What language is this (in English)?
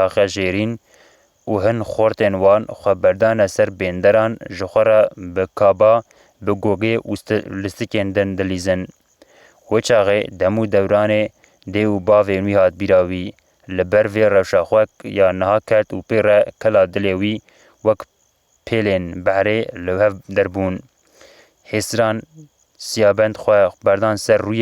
Kurdish